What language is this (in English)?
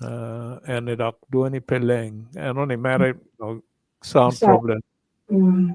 Acoli